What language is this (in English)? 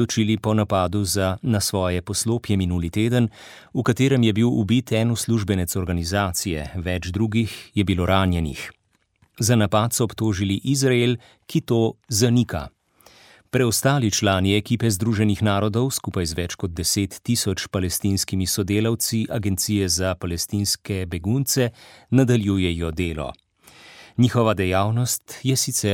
Slovenian